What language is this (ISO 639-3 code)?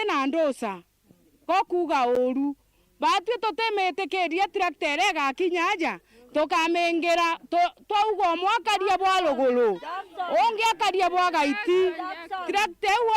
mer